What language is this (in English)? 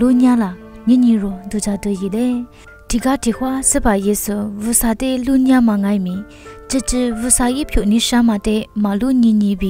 Lisu